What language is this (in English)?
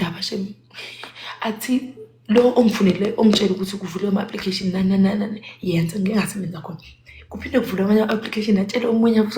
Zulu